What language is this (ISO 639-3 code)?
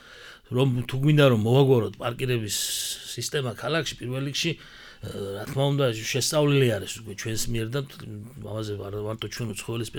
kat